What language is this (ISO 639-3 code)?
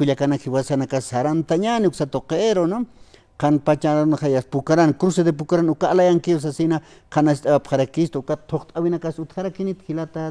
aym